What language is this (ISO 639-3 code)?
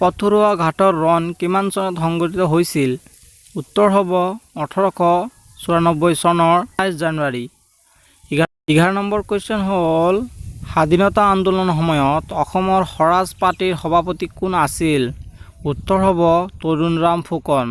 asm